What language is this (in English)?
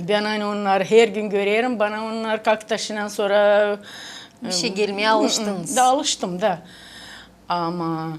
Gagauz